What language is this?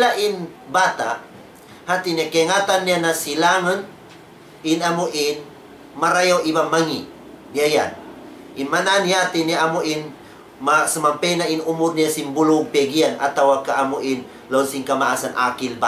Tausug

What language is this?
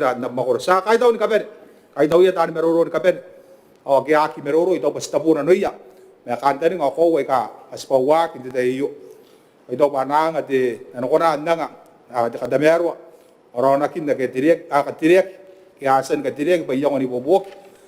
Gilbertese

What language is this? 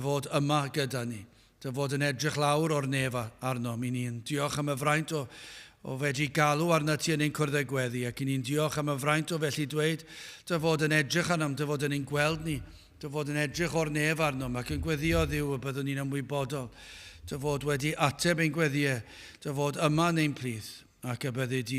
Welsh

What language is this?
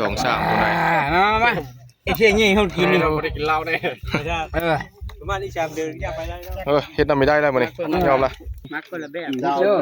Northeastern Thai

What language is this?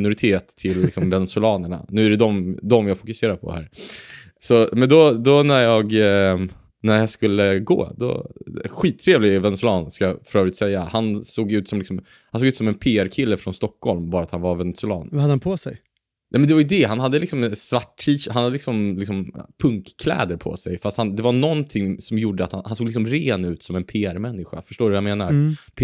Swedish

